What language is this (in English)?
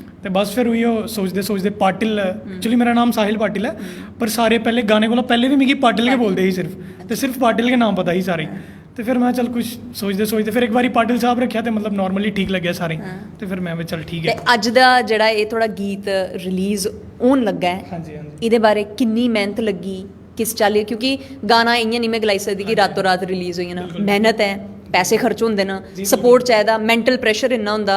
Dogri